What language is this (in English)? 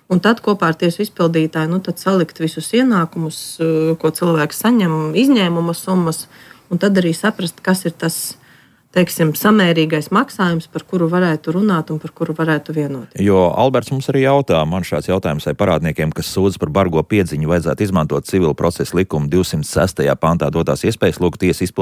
Latvian